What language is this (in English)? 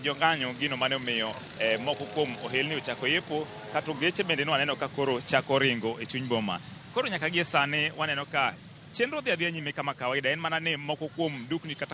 Luo (Kenya and Tanzania)